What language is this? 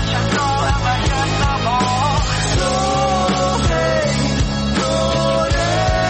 Persian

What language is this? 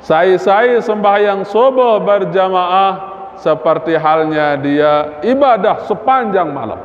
Sasak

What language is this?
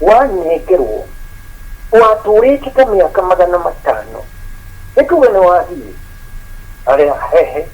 Kikuyu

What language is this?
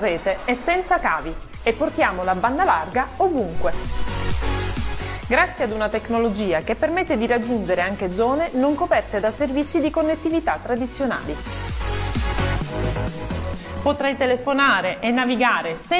Italian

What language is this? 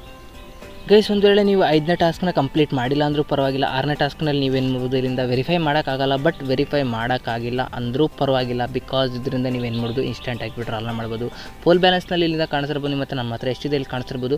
Kannada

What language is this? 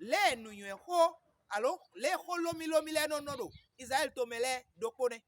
Fon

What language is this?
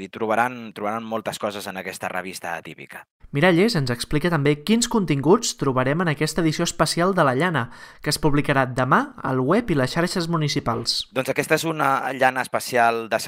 Catalan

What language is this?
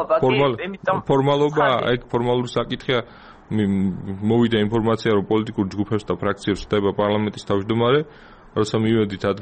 Georgian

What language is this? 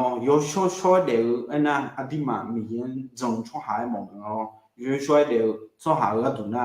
Akha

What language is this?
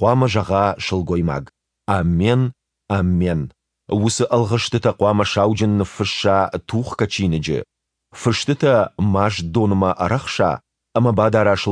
Ossetic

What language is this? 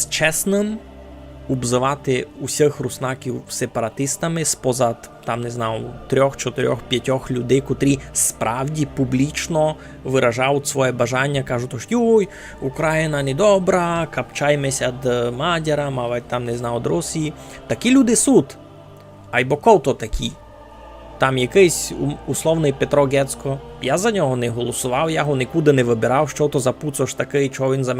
Rusyn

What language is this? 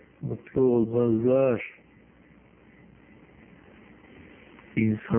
Turkish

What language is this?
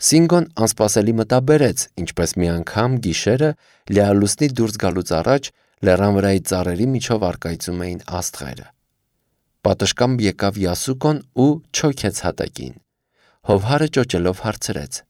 Armenian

